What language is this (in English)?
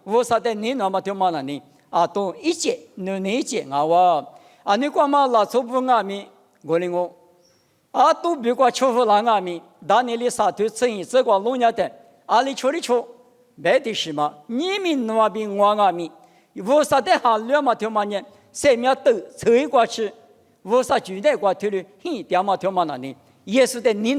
Lisu